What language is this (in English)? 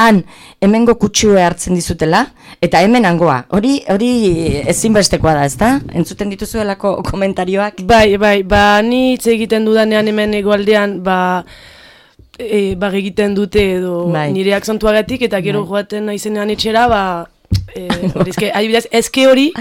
Basque